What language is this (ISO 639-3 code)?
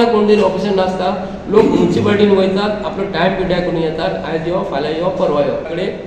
kok